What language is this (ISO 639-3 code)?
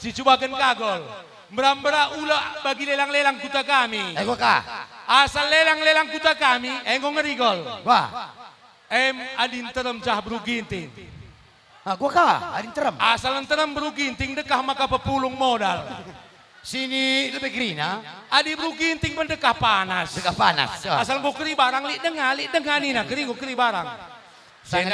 btx